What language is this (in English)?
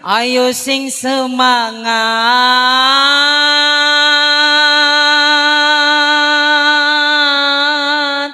Madurese